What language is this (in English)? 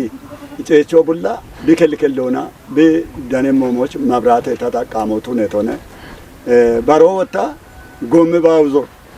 Kafa